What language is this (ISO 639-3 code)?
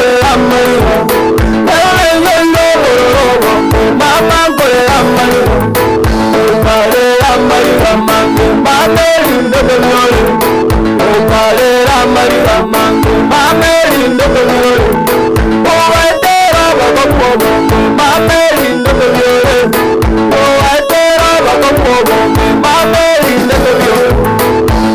guz